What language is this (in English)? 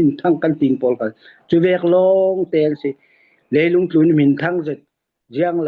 Falam Chin